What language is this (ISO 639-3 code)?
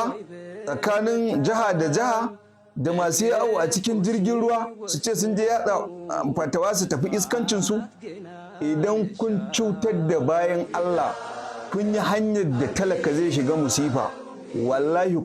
hau